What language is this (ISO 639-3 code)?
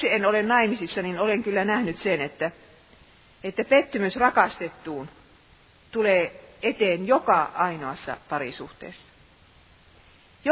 fin